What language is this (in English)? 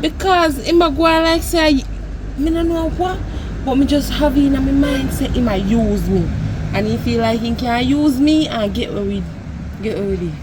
Jamaican Creole English